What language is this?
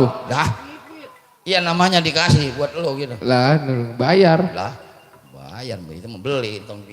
Betawi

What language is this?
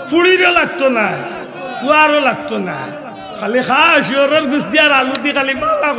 Sylheti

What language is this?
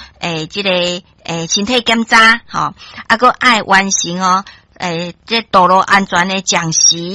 Min Nan Chinese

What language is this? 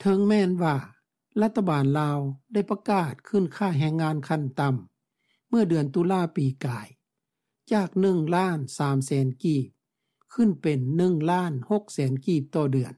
Lao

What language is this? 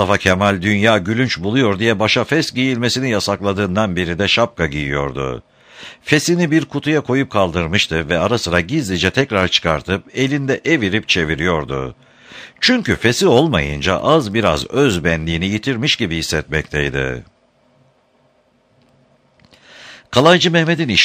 Turkish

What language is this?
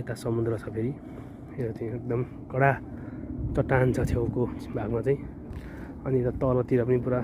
Nepali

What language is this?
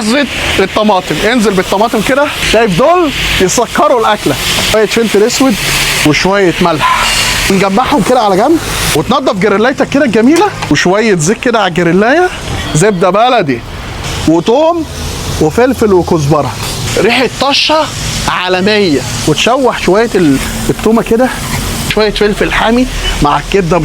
Egyptian Arabic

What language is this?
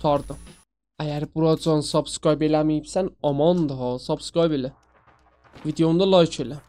South Azerbaijani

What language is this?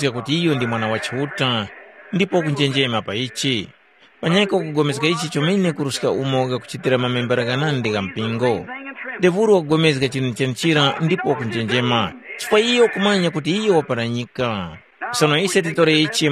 Tumbuka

